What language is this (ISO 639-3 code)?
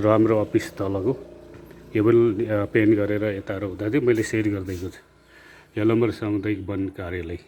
nep